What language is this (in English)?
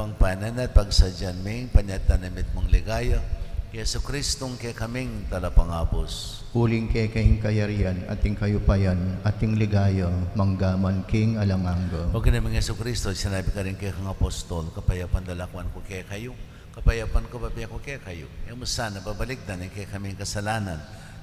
Pampanga